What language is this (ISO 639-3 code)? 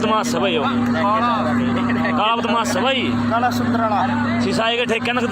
bgc